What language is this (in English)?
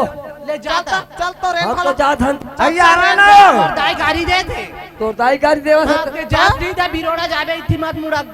Chhattisgarhi